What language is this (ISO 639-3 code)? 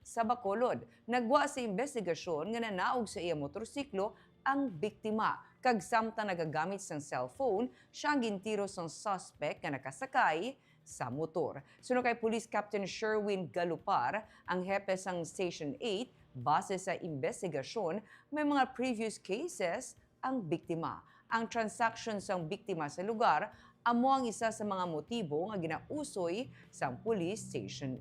hil